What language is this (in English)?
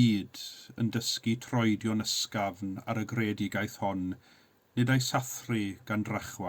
Welsh